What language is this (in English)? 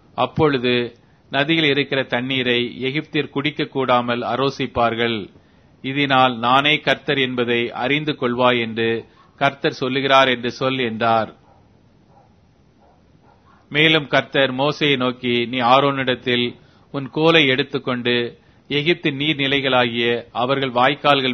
Tamil